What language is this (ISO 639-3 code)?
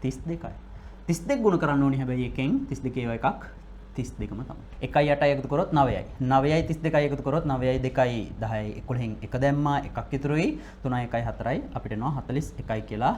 sin